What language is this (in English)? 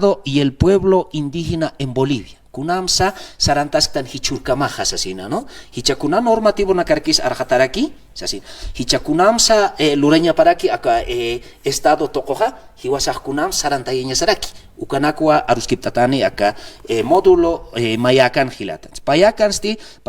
Aymara